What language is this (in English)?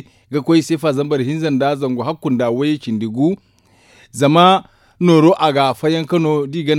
Zarma